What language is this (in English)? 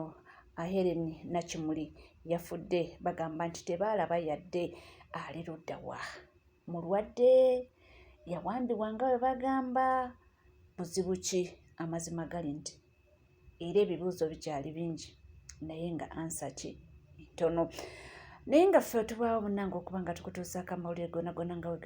Ganda